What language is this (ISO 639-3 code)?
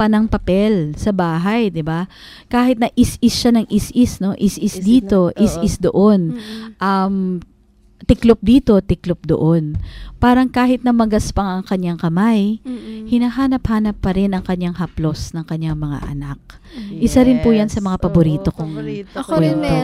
fil